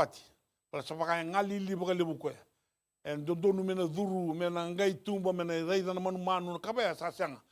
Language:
Fijian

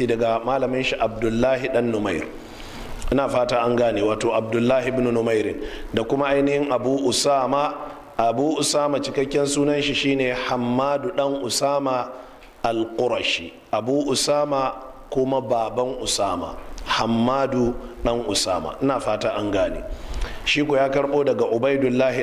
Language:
Hausa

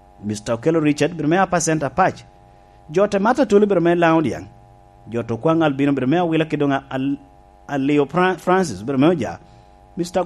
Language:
Lango (Uganda)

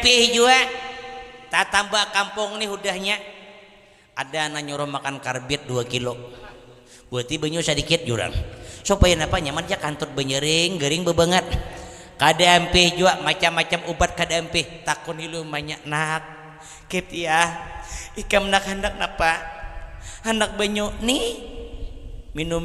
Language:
Banjar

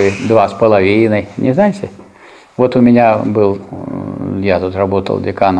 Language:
Russian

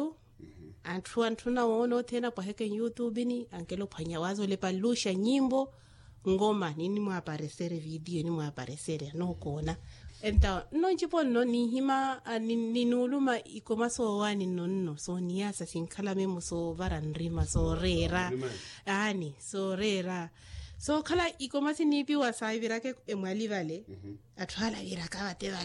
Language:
Makhuwa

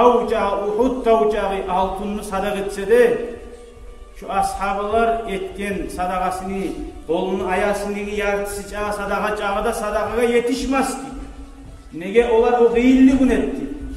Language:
Kumyk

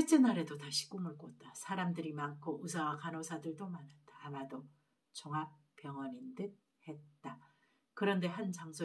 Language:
Korean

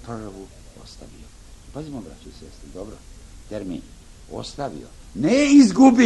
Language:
Serbian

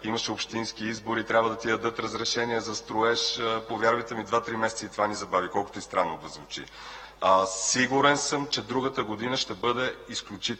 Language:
Bulgarian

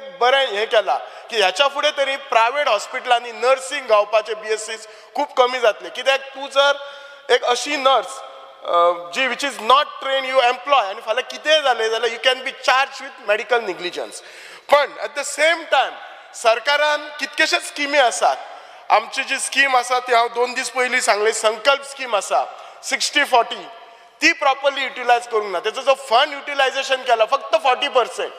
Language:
Konkani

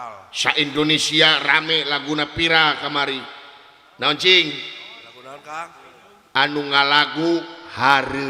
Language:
Sundanese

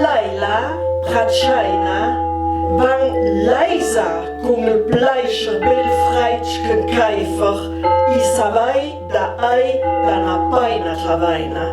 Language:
Ladin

